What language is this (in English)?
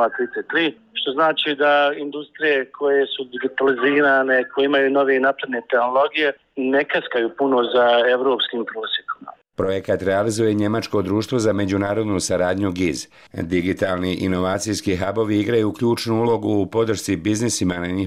Bosnian